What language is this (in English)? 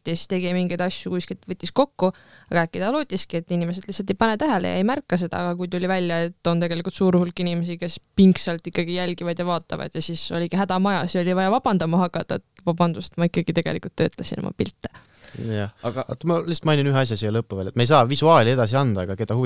Estonian